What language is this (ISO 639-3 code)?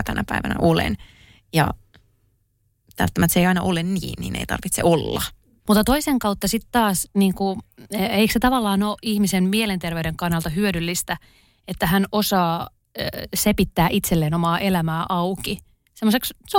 fin